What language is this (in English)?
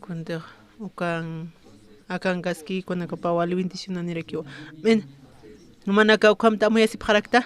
Aymara